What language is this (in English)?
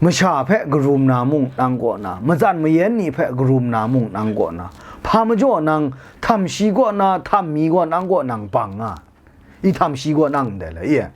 Kachin